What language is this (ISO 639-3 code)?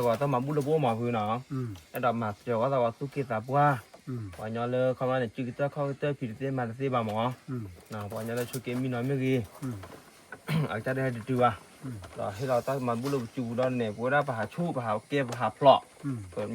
ksw